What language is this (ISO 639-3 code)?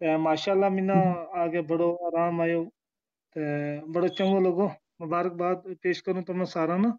gju